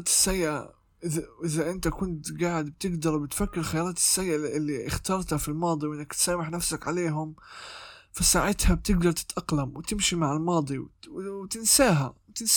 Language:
North Levantine Arabic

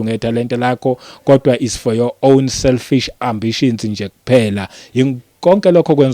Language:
Zulu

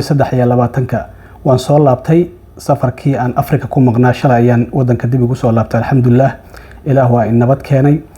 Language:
Somali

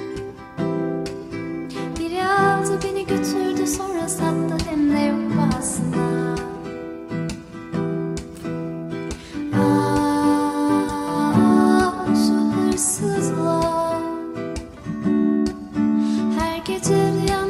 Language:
Turkish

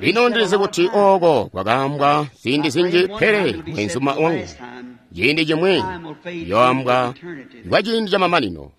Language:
Tonga (Zambia)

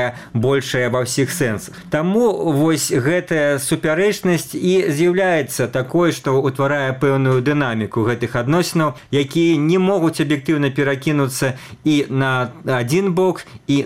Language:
Belarusian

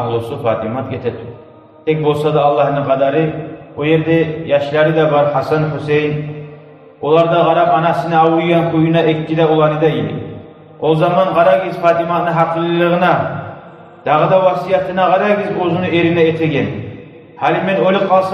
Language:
Kumyk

